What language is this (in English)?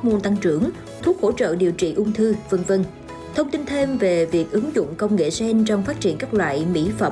Vietnamese